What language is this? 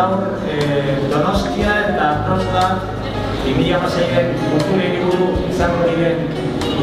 Basque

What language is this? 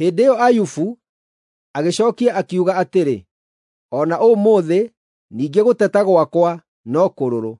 Kikuyu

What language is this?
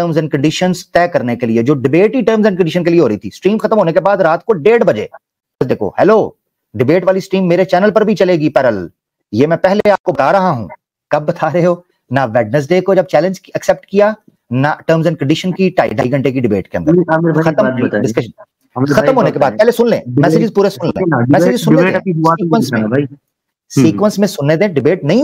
Hindi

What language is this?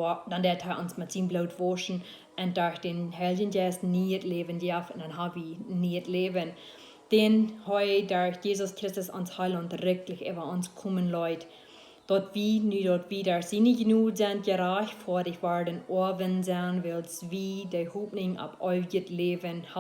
Plautdietsch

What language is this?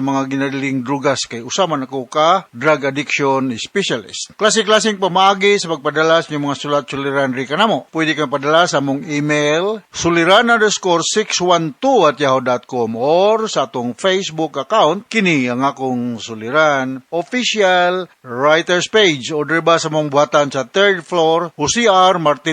Cebuano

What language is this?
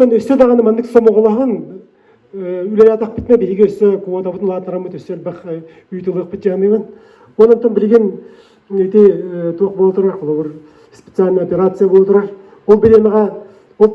Yakut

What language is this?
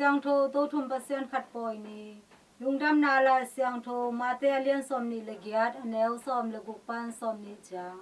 Tedim Chin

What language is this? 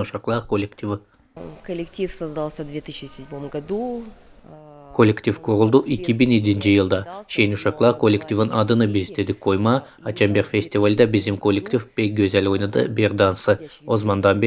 Gagauz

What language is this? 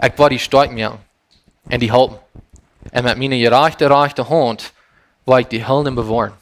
Plautdietsch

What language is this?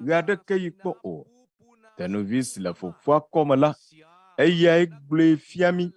Ewe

